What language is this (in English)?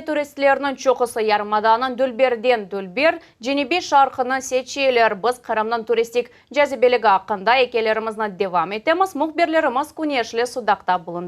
Crimean Tatar